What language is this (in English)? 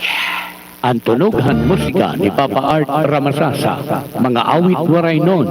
Waray